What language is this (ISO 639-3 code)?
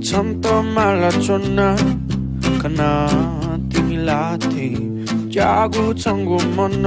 new